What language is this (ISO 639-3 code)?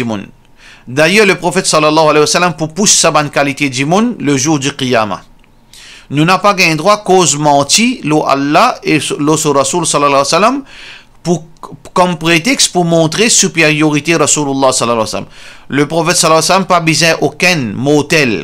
mfe